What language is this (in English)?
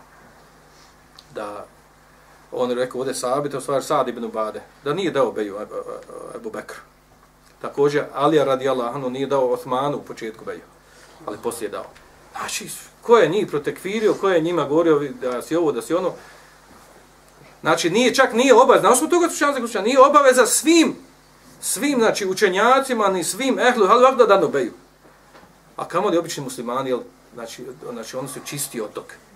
Bosnian